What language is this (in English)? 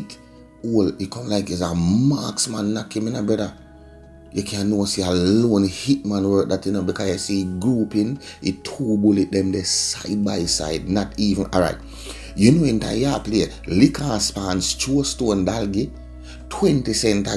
Jamaican Creole English